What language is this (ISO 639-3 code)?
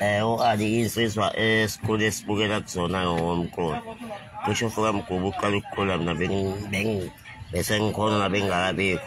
zul